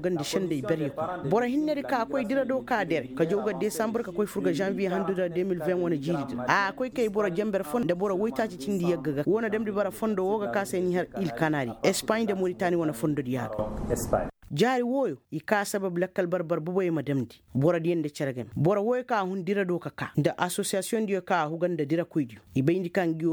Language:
Koyraboro Senni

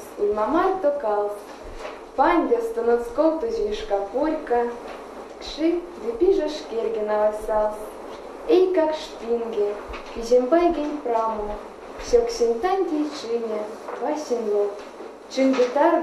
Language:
Erzya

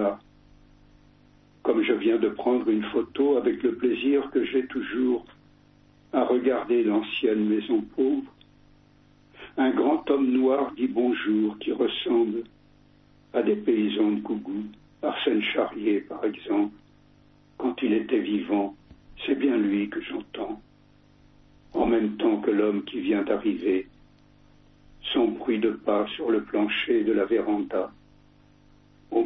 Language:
French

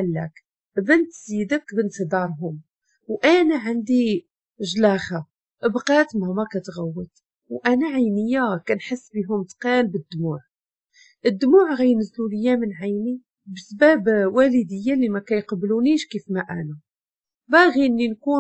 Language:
Moroccan Arabic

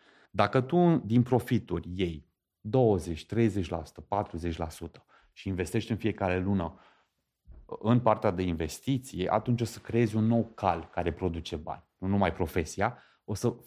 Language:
Romanian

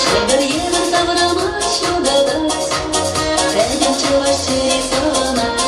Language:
Chuvash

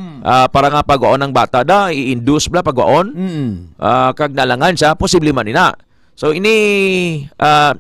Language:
Hiligaynon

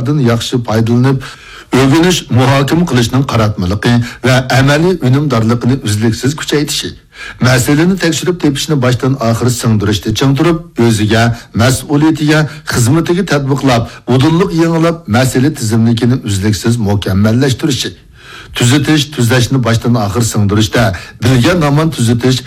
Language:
Uyghur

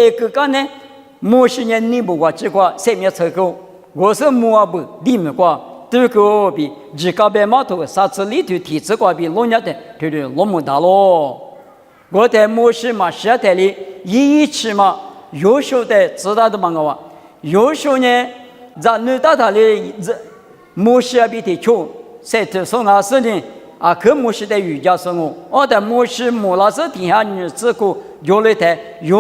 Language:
Lisu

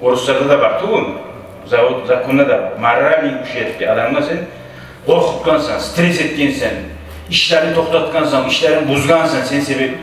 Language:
Kumyk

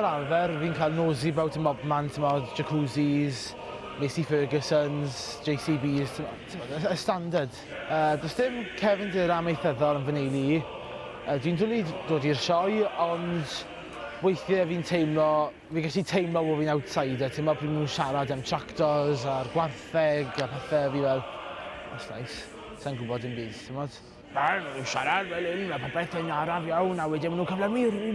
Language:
Welsh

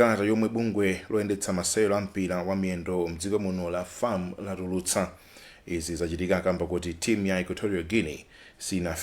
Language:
Nyanja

